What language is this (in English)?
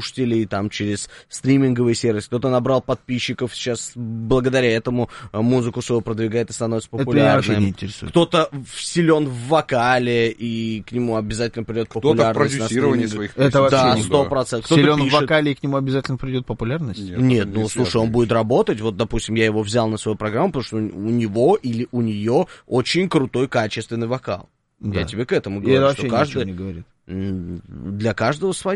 Russian